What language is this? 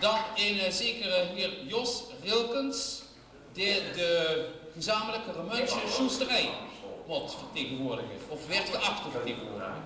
Limburgish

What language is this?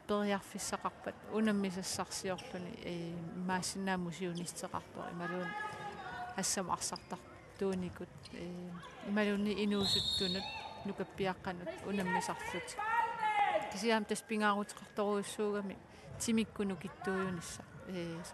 Kalaallisut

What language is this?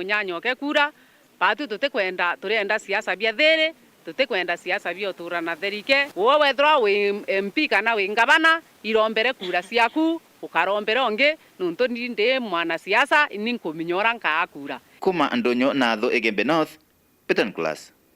Meru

